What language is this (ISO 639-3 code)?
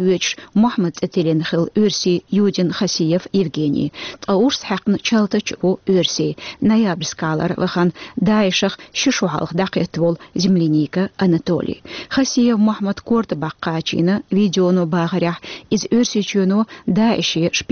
che